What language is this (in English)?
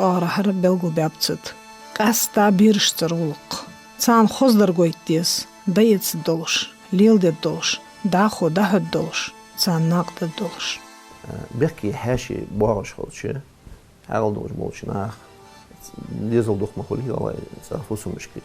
Ingush